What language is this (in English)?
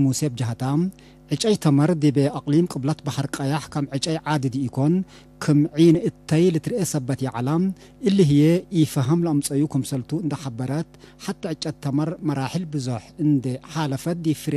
Tigre